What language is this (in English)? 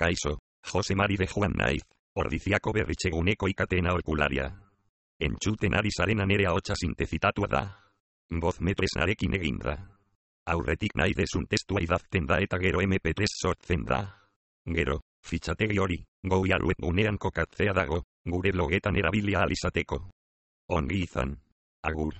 Basque